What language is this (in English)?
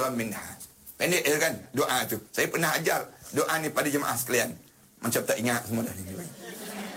Malay